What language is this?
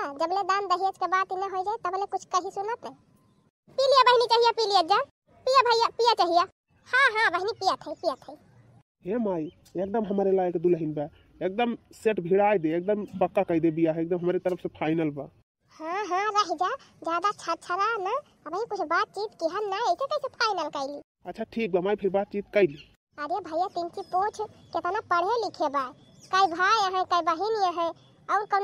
Bhojpuri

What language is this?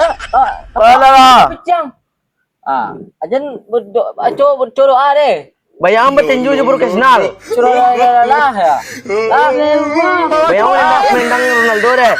Minangkabau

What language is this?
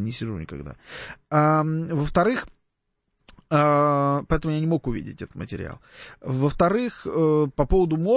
Russian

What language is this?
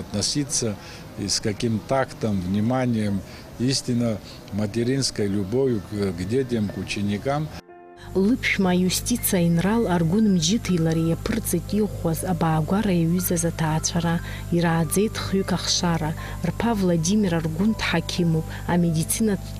Abkhazian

